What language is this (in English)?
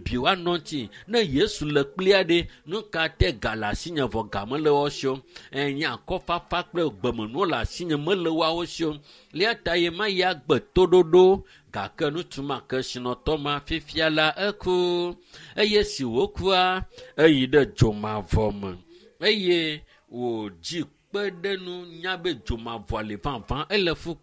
Ewe